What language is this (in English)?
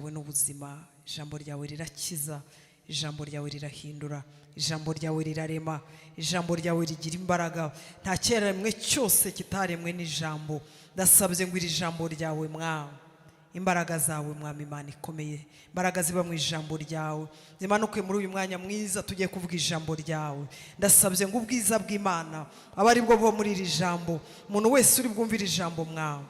Kinyarwanda